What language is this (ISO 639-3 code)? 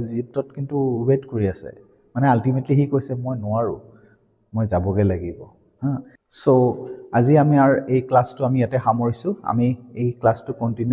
asm